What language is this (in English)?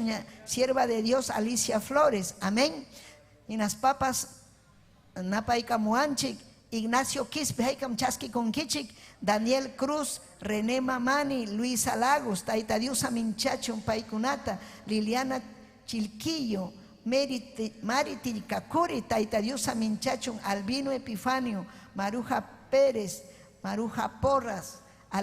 Ayacucho Quechua